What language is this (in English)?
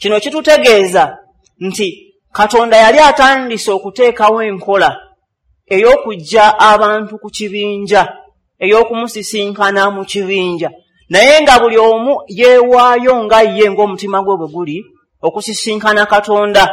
Ganda